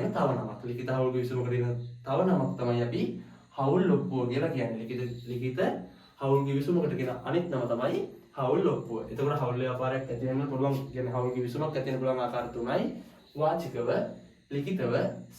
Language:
Sinhala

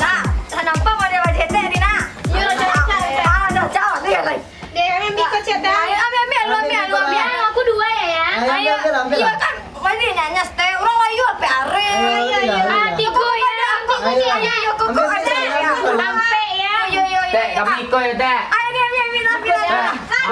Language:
Minangkabau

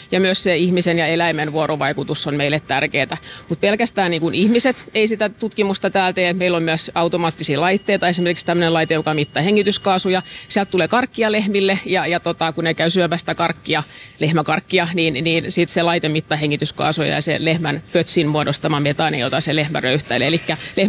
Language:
Finnish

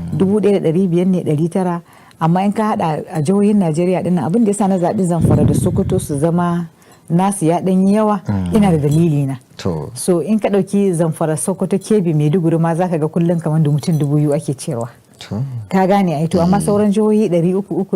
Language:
Hausa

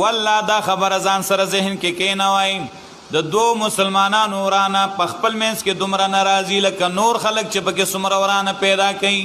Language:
Pashto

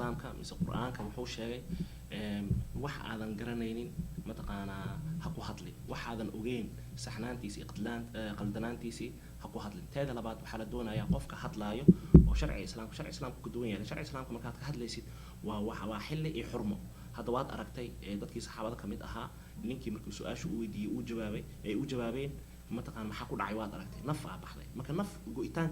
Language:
Somali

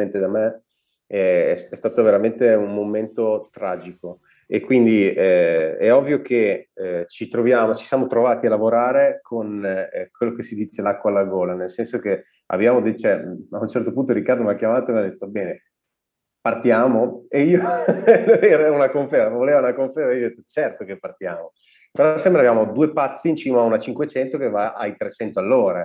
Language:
Italian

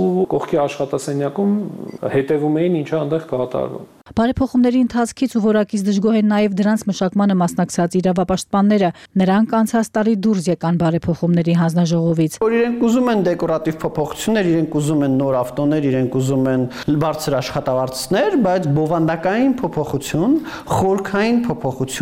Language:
Armenian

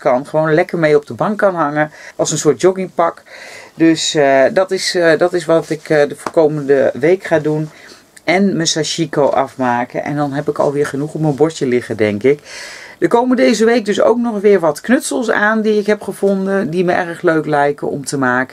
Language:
Dutch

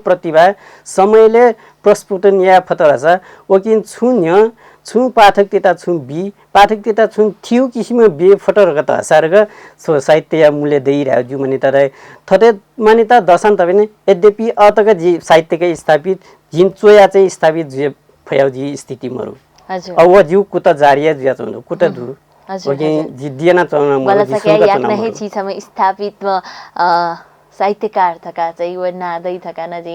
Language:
Newari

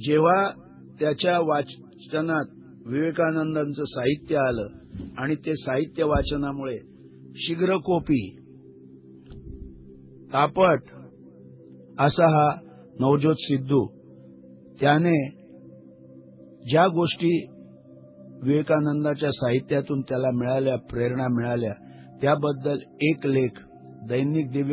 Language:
Marathi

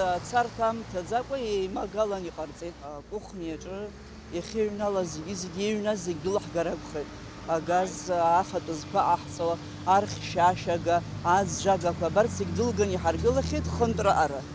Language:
Abkhazian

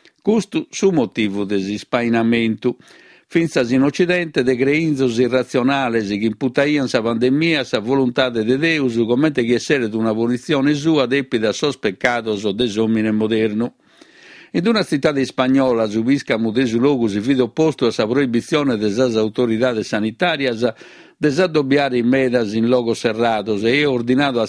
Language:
Sardinian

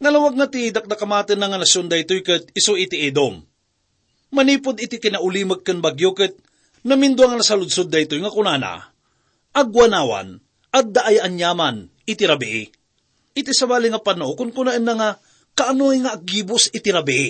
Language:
Iloko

